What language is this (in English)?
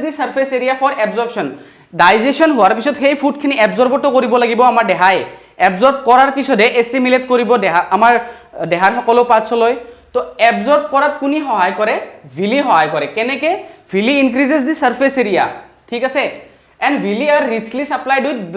Assamese